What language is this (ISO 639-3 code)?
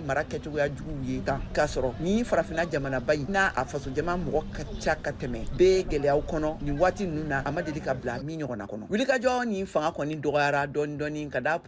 bam